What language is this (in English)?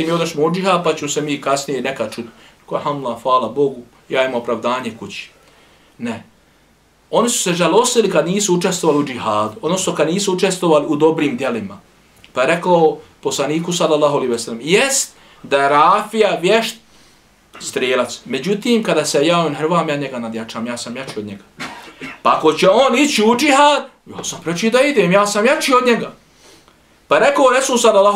Bosnian